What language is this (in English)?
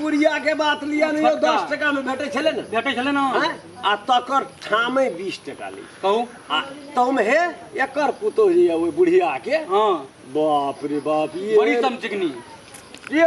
Maithili